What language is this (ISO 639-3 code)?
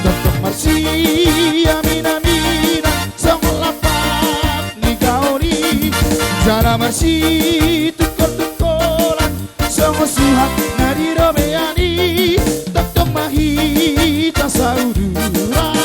bbc